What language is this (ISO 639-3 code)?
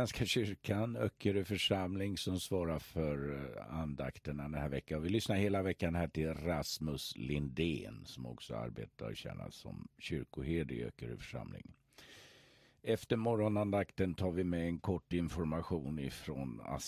swe